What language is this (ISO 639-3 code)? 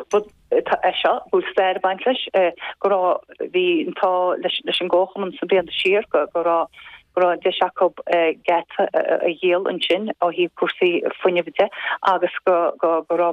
gle